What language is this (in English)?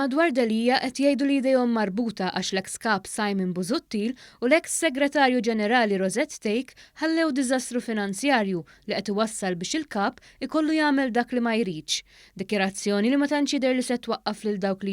Maltese